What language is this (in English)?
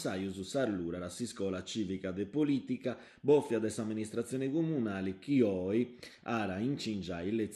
Sardinian